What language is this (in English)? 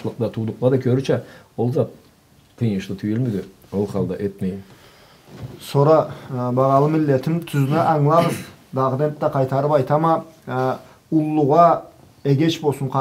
Karachay-Balkar